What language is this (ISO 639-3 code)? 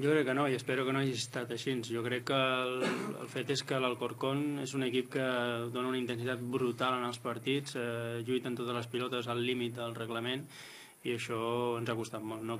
cat